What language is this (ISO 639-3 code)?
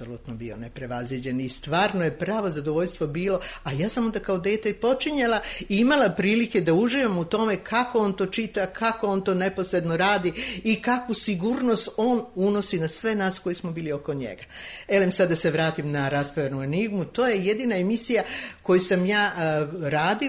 srp